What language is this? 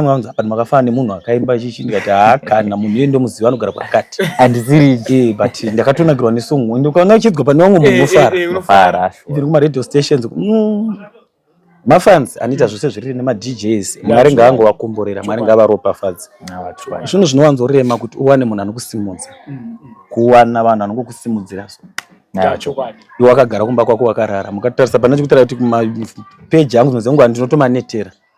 Shona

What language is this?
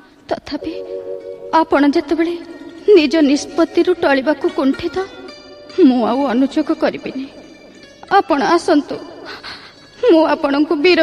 Odia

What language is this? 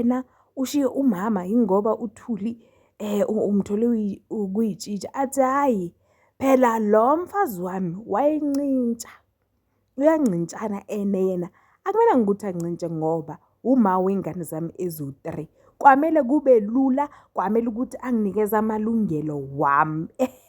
Zulu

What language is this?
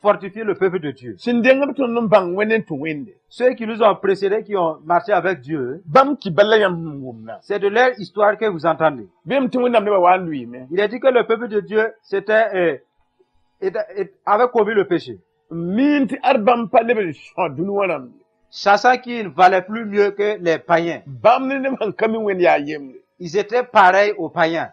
Mossi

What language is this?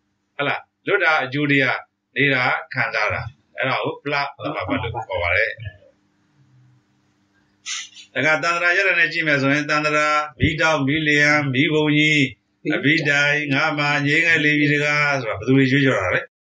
Burmese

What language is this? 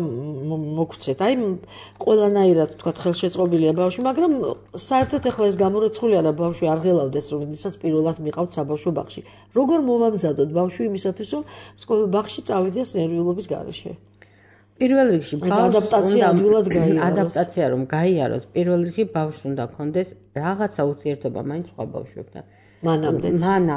Georgian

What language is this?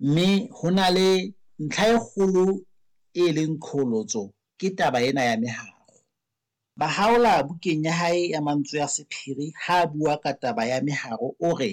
Southern Sotho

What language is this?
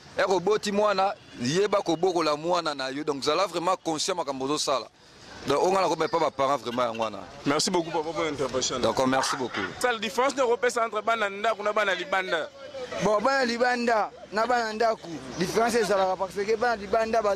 Lingala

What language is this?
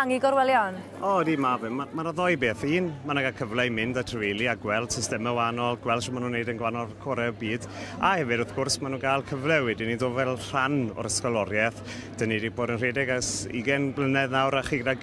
Welsh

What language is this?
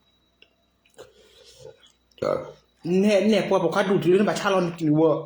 S'gaw Karen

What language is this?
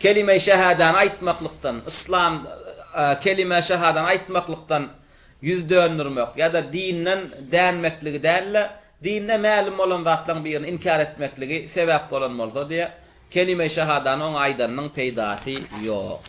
Turkmen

